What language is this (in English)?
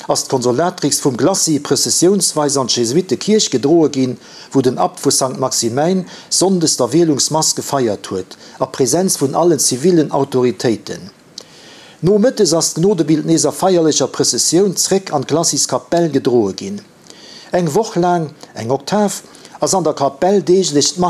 Luxembourgish